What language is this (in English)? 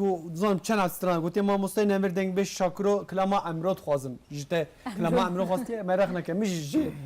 Kurdish